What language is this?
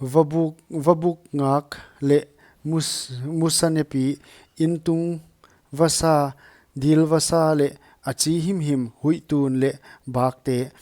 Paite Chin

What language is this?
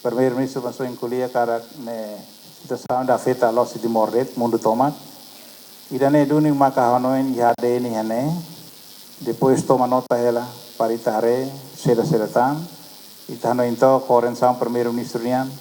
Tetum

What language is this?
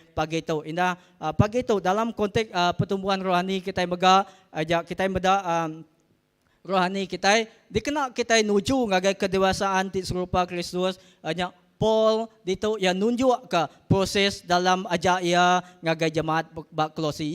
Iban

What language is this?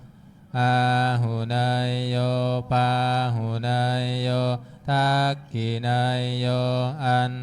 Pali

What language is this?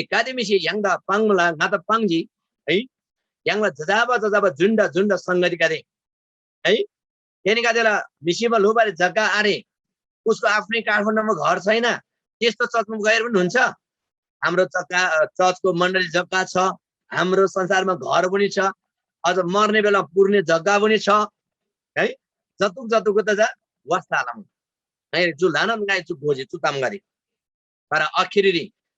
Eastern Tamang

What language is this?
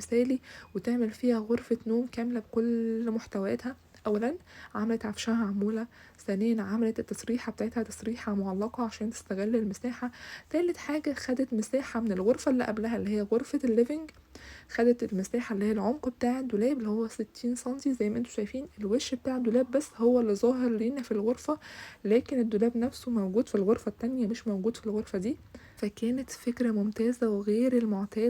Egyptian Arabic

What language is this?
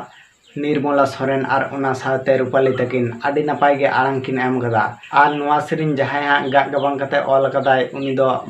Santali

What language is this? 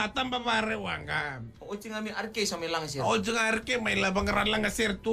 Fijian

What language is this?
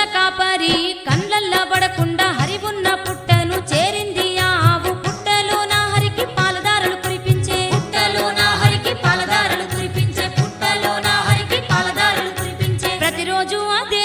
Telugu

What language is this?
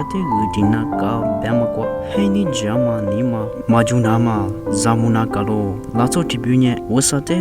Lisu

